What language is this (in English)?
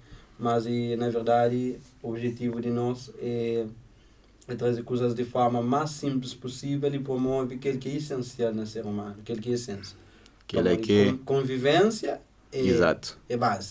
Kabuverdianu